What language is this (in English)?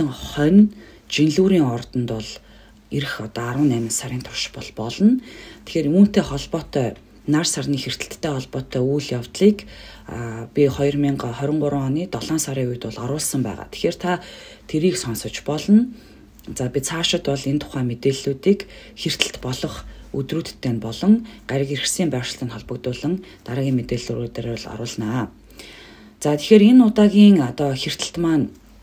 Mongolian